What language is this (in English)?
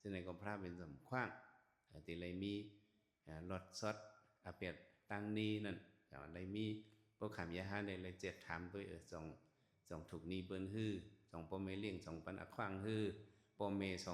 Shan